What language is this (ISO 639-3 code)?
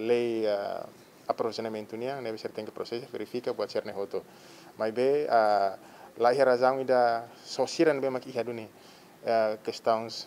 tet